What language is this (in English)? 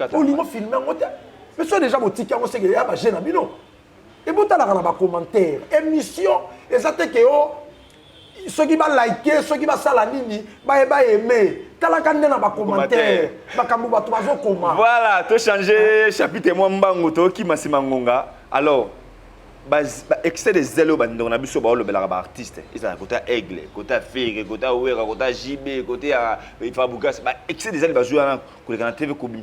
Lingala